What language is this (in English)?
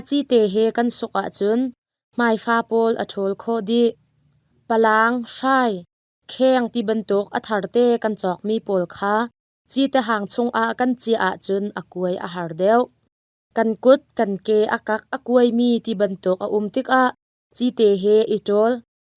Hakha Chin